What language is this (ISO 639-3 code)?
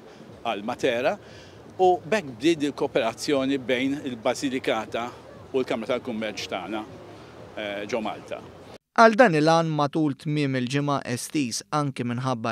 mlt